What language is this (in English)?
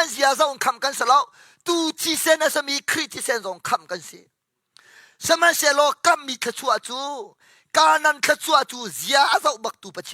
Hakha Chin